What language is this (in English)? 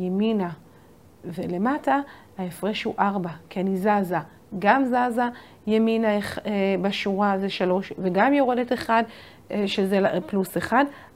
Hebrew